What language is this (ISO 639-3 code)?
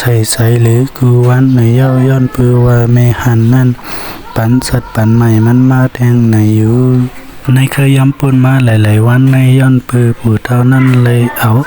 shn